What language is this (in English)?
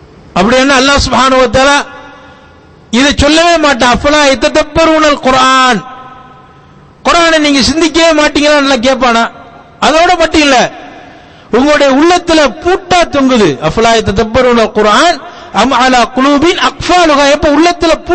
Tamil